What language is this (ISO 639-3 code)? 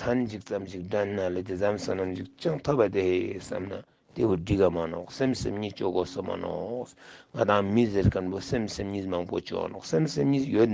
lbj